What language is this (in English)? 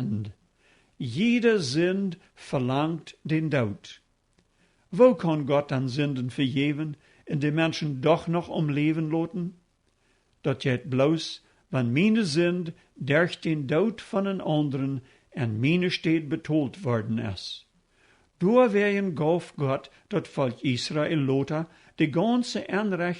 Plautdietsch